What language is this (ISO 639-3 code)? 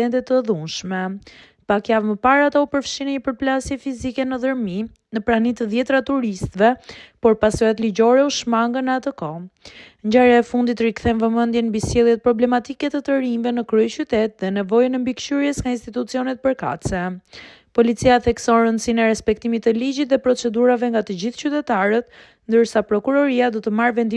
sqi